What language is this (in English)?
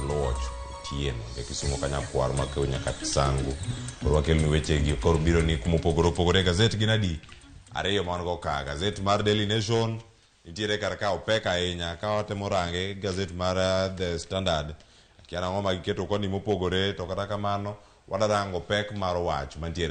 Luo (Kenya and Tanzania)